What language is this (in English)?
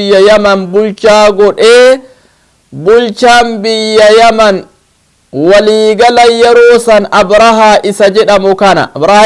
Oromo